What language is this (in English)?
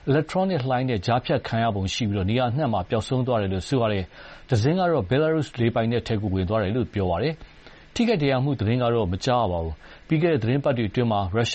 Burmese